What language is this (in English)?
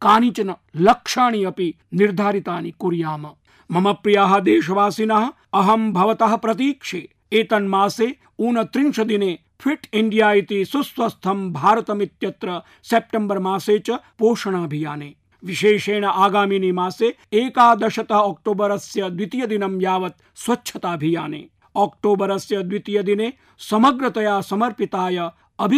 Sanskrit